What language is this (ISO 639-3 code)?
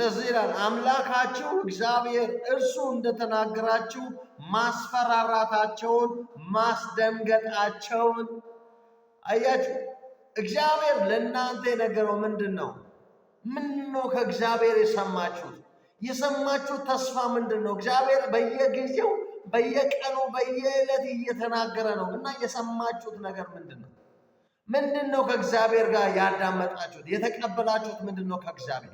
amh